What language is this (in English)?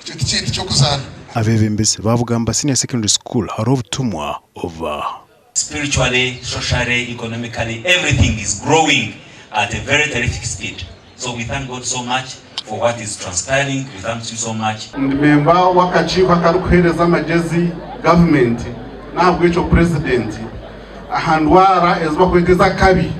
Nyankole